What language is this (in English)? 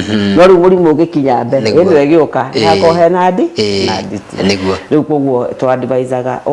Kikuyu